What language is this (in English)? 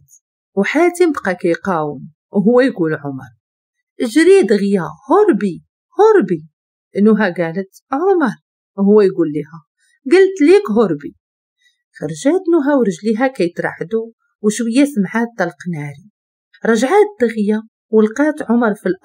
Moroccan Arabic